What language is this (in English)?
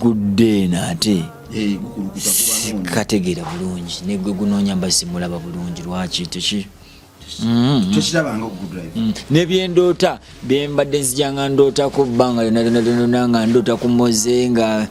Ganda